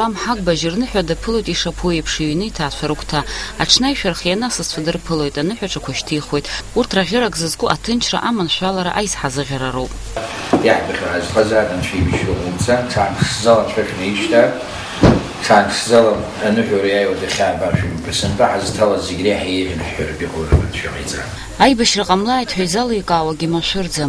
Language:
Abkhazian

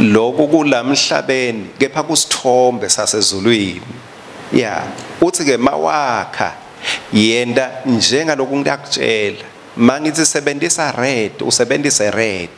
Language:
Swati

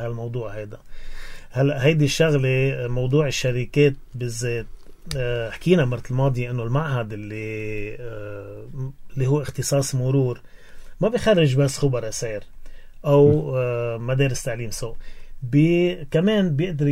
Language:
North Levantine Arabic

